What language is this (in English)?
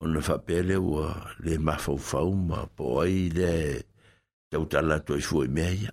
Samoan